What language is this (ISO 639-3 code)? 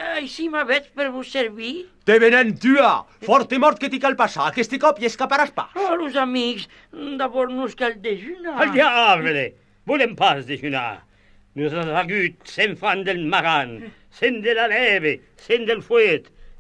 oci